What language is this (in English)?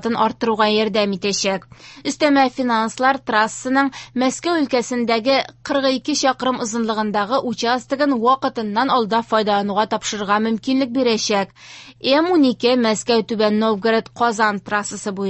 Tatar